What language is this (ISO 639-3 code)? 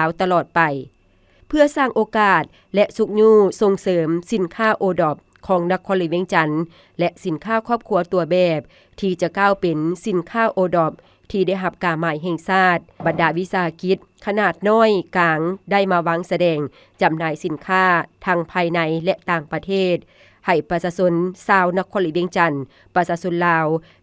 lao